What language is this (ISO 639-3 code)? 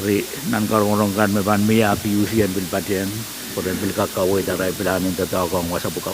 pon